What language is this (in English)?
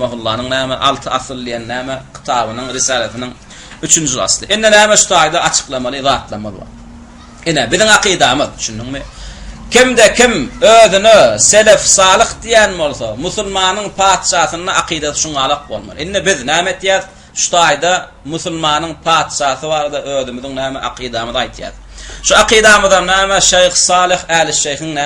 Turkmen